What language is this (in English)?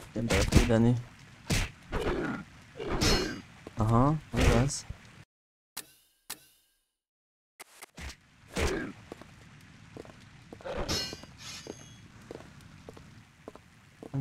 Hungarian